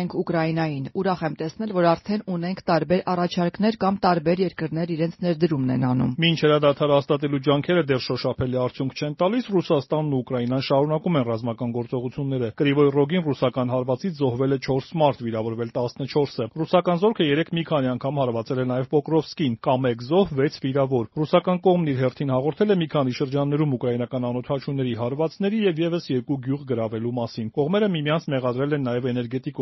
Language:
Armenian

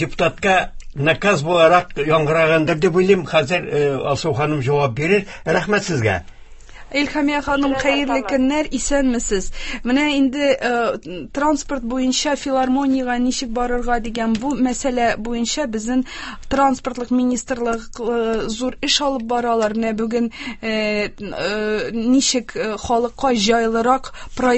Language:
Tatar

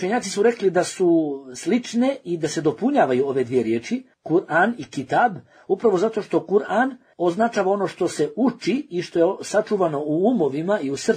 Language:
Bosnian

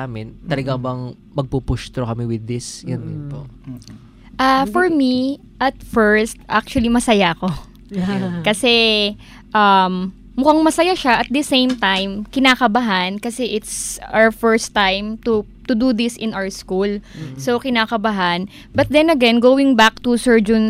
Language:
Filipino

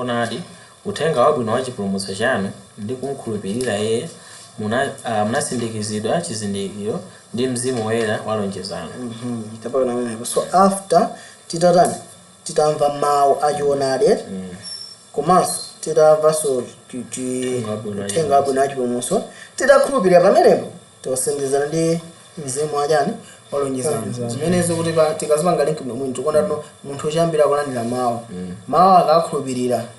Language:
Nyanja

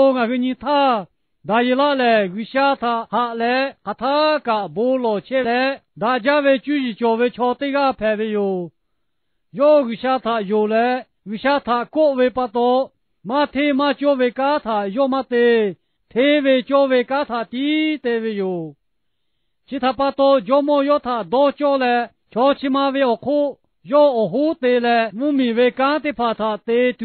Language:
Lahu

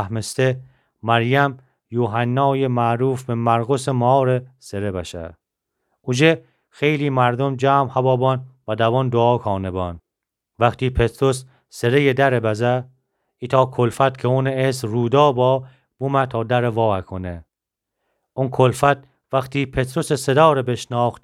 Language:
Gilaki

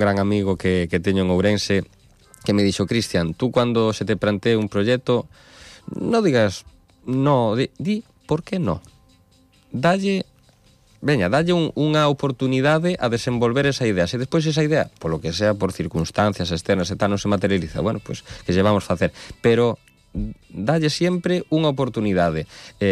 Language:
Galician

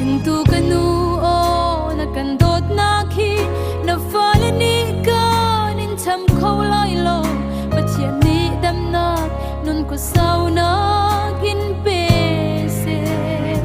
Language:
Hakha Chin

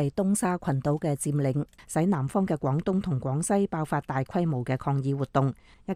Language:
Cantonese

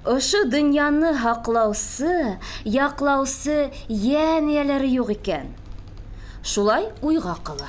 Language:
Bashkir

